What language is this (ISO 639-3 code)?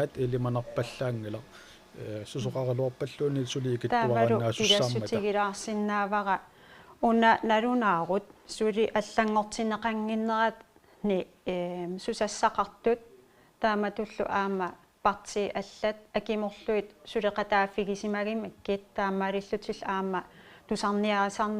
kal